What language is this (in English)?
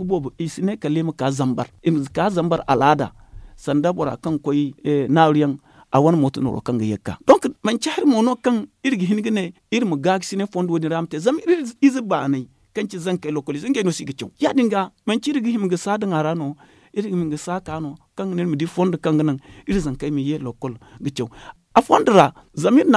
Zarma